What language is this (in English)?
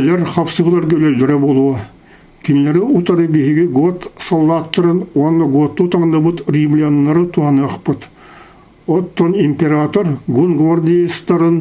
Yakut